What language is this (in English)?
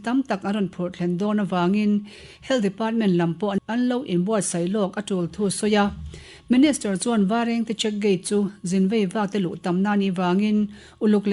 Mizo